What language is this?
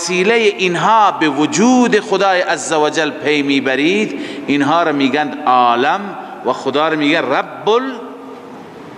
Persian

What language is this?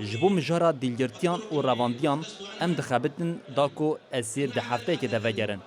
Kurdish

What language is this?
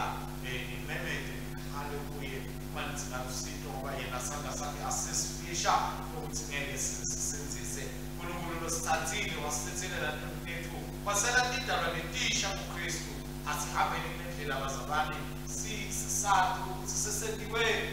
Swati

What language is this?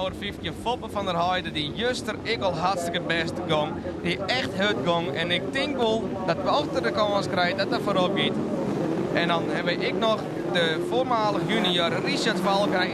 Western Frisian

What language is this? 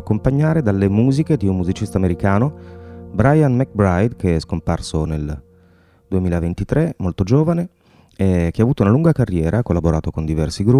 Italian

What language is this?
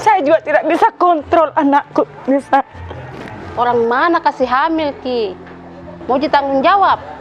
Makassar Malay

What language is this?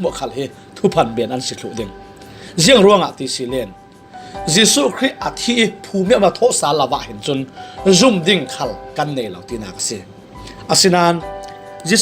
Falam Chin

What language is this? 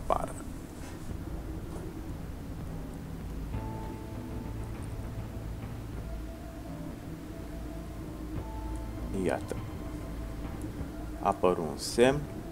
Romanian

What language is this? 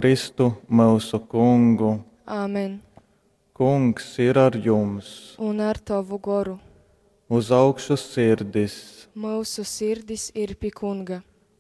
Latgalian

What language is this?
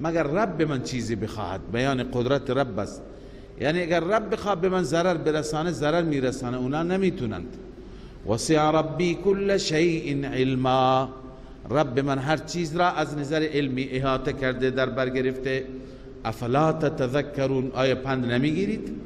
Persian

